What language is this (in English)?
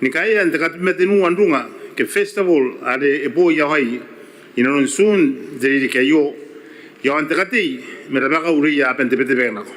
Gilbertese